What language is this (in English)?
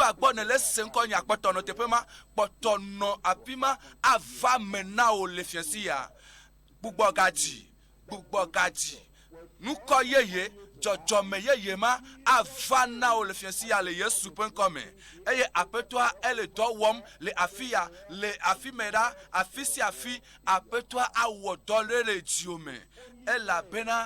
Ewe